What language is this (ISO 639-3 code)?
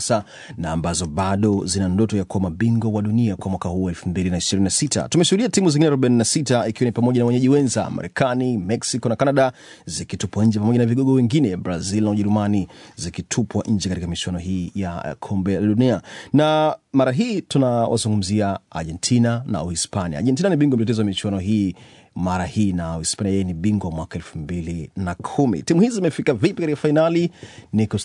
swa